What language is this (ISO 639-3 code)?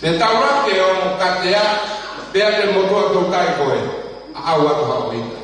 ton